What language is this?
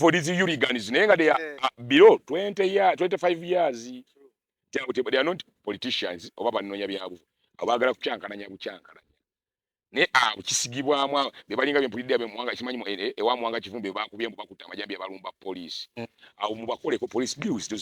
Ganda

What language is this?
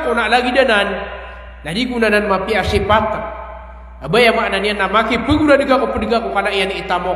Maranao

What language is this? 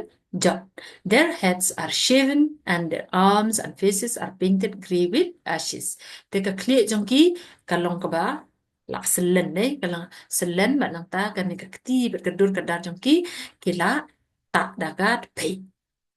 Khasi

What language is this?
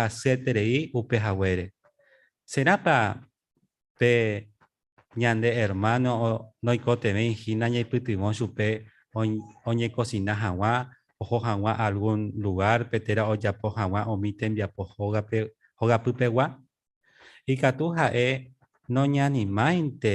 Guarani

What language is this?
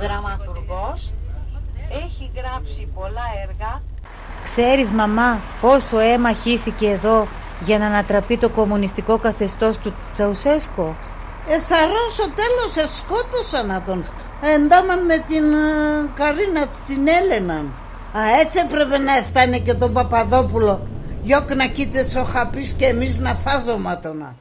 Pontic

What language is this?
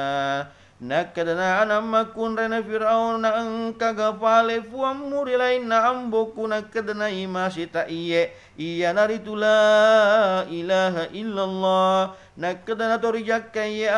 Buginese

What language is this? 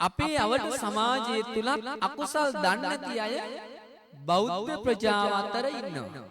Sinhala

